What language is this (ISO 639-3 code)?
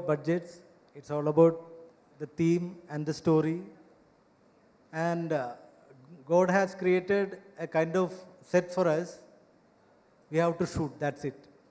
tel